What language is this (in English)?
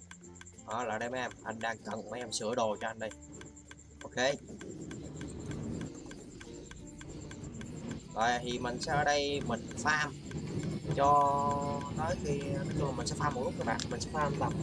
Vietnamese